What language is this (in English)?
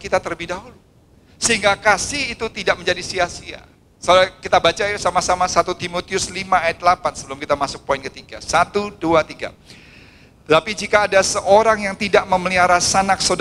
Indonesian